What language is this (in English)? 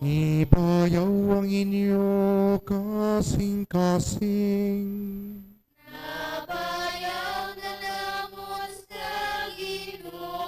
Hiligaynon